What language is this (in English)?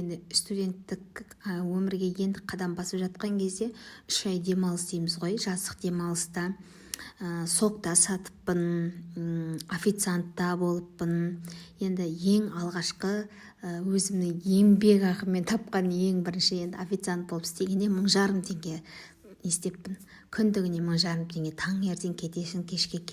Kazakh